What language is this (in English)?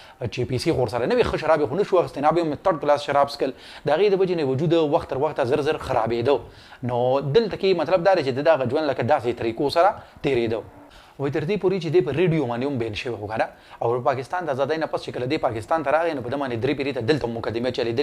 Pashto